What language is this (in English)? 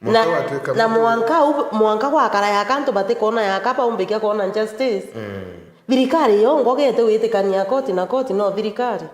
Meru